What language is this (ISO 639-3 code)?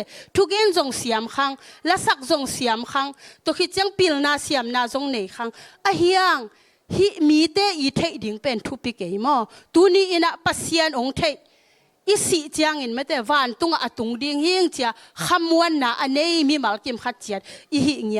ctd